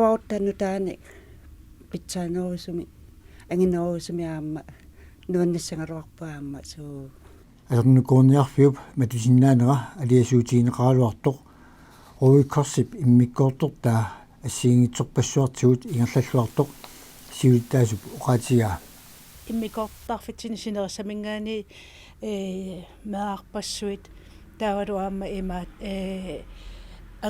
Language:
Kalaallisut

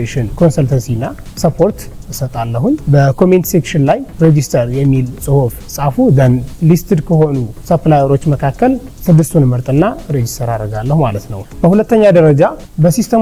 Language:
Amharic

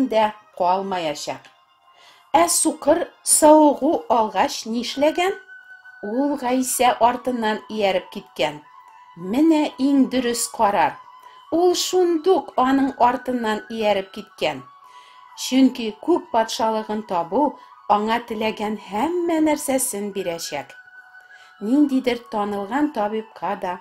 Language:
Tatar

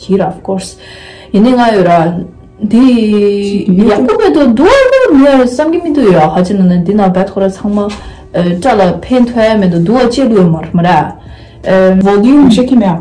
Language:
Tibetan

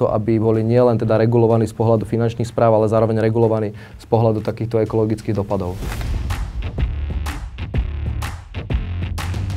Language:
Slovak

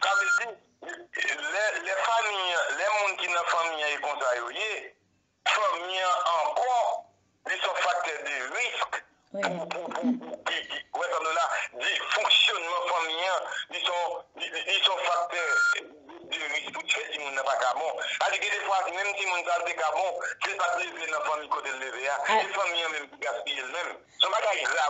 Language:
Haitian Creole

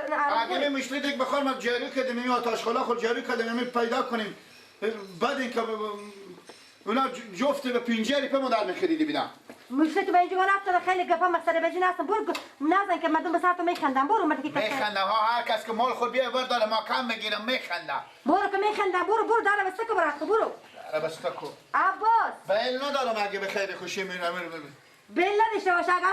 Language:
Persian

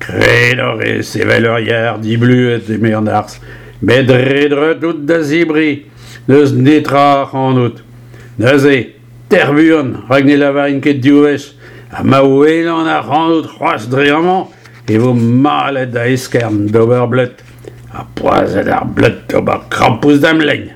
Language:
Breton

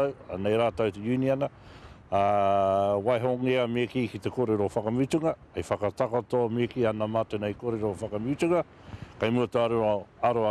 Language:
Māori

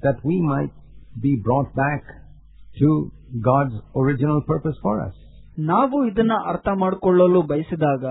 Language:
Kannada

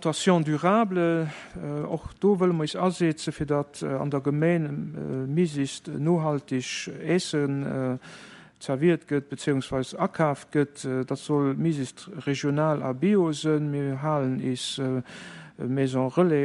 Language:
Luxembourgish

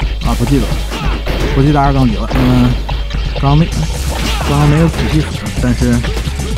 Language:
Chinese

